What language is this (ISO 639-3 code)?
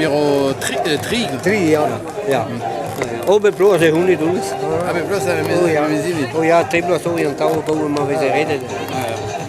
bre